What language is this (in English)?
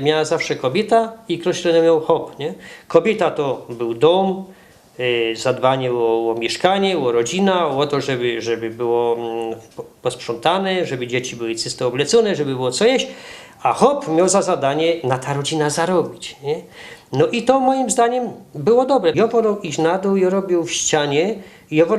Silesian